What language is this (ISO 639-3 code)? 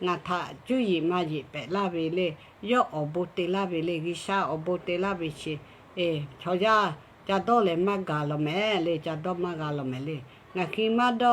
lhu